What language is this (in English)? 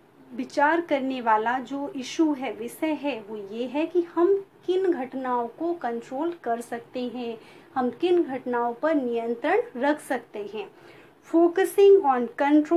Hindi